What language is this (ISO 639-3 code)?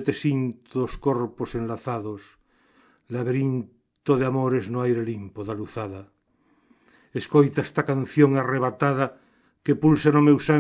glg